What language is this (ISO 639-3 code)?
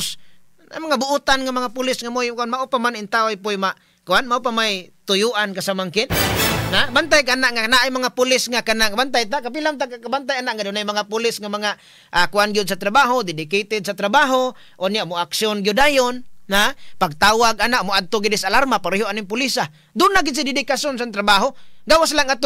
ceb